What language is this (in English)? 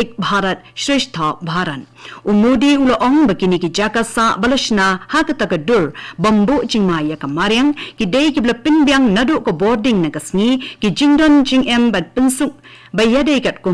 Khasi